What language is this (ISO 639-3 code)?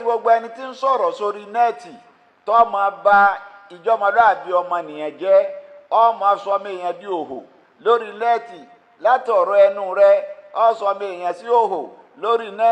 yor